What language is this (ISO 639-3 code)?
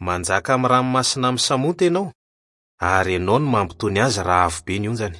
mlg